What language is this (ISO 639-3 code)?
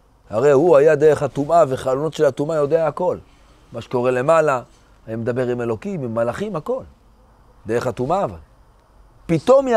heb